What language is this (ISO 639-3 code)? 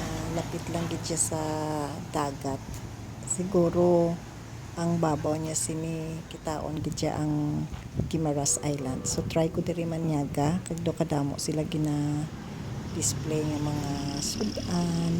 hil